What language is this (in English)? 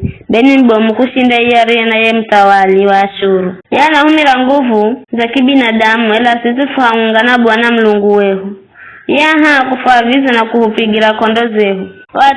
Giryama